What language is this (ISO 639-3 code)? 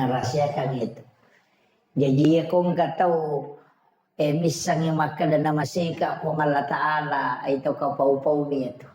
bug